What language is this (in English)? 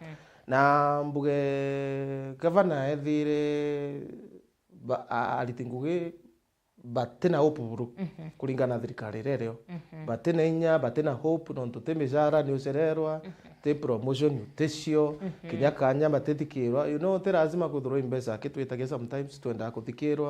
Meru